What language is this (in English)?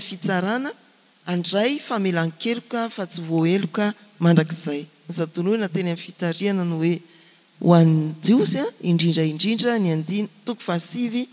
Malagasy